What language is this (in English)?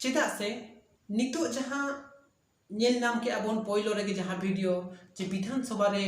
Santali